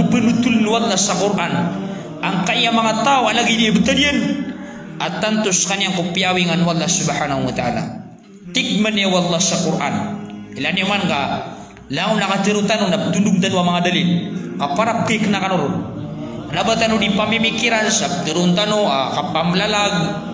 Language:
Maranao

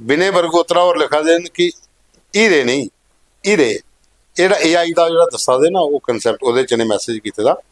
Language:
Dogri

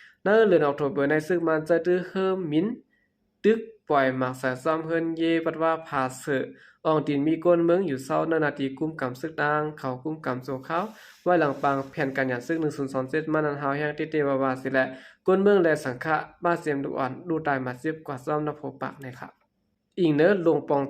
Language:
Shan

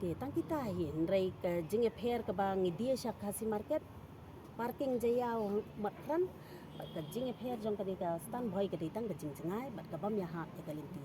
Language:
Khasi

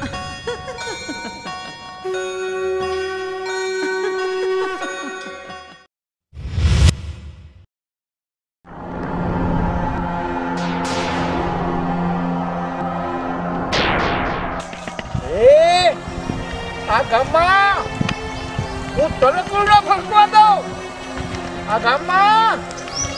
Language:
Gujarati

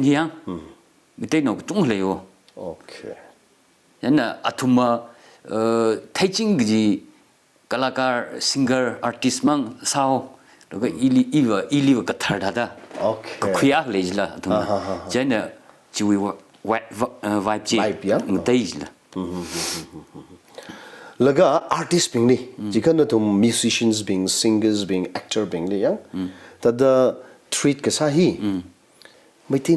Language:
Tangkhul Naga (India)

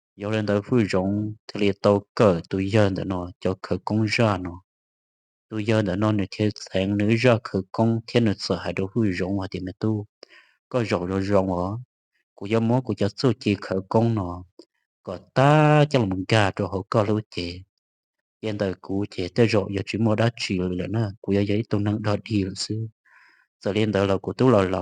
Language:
Hmong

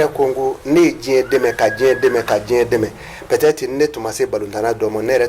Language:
Bambara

